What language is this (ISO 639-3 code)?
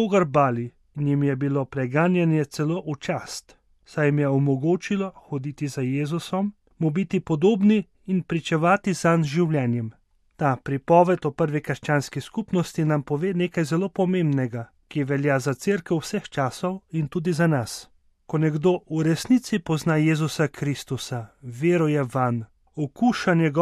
slv